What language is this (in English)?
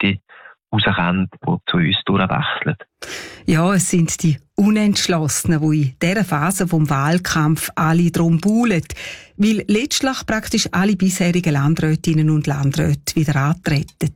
German